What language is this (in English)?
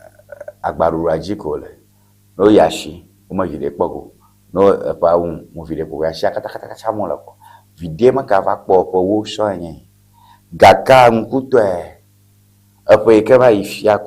Ewe